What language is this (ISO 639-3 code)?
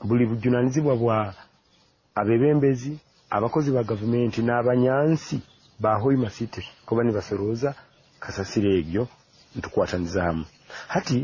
nyo